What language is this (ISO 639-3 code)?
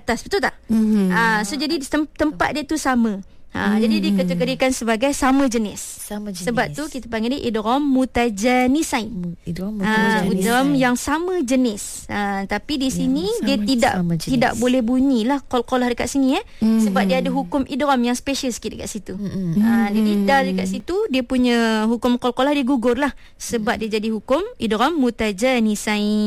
msa